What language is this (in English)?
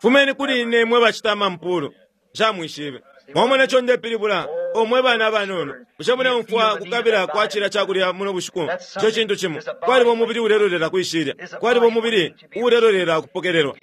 Bemba